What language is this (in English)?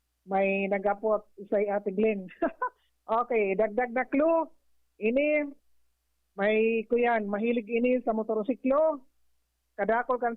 Bikol